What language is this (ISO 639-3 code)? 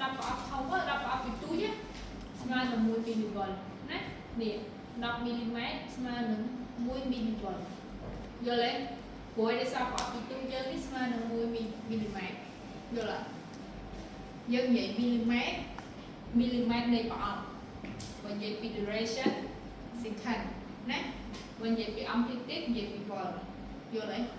khm